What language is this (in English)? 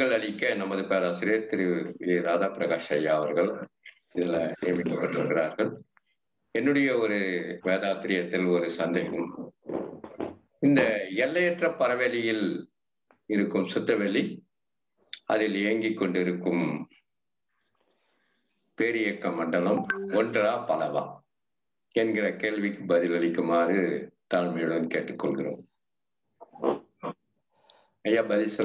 Tamil